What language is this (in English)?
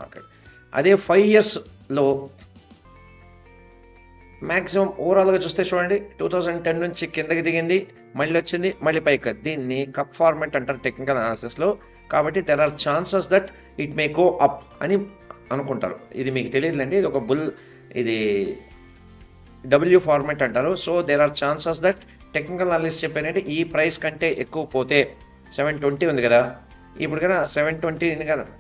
Telugu